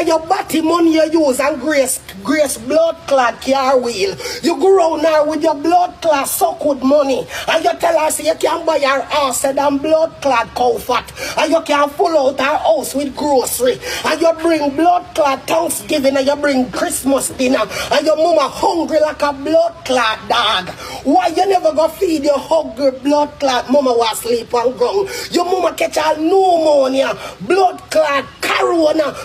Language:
Jamaican Creole English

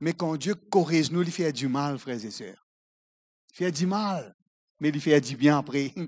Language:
Morisyen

